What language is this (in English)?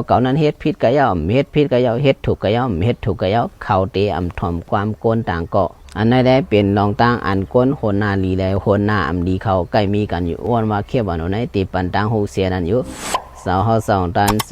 Shan